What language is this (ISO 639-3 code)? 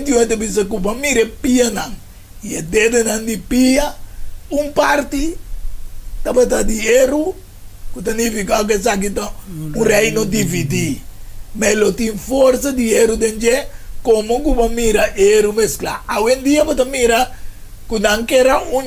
pap